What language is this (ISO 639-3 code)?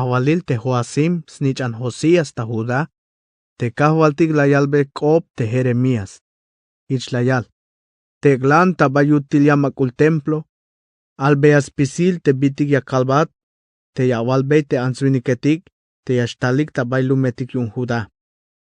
tzh